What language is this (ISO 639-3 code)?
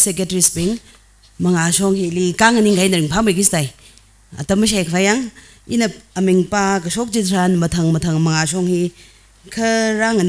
nmf